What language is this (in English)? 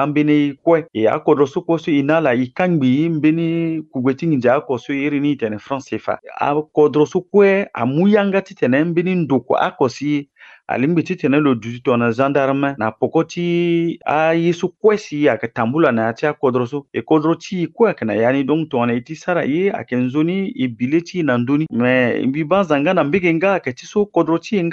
Sango